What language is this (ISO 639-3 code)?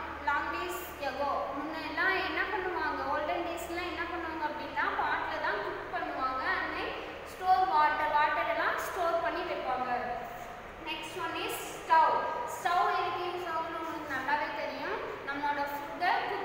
tam